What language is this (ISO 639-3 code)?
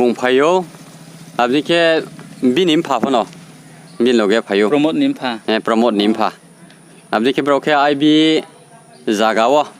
ria